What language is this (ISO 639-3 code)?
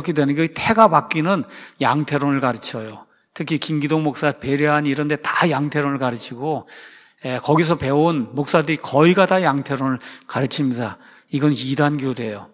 kor